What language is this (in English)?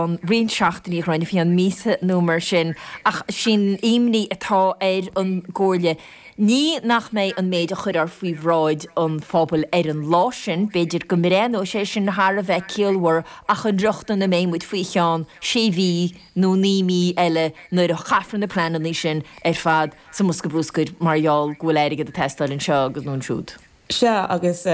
Irish